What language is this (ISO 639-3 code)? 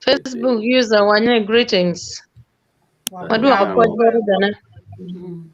ach